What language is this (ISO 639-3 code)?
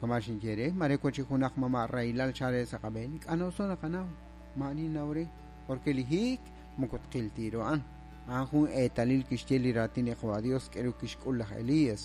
kek